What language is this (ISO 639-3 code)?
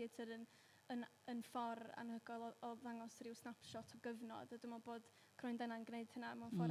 cym